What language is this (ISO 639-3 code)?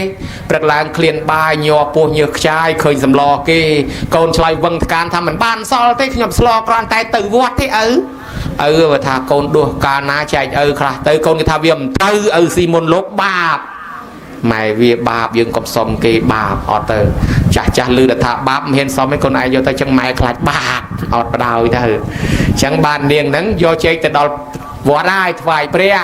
khm